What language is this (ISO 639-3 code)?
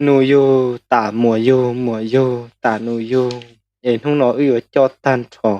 hmn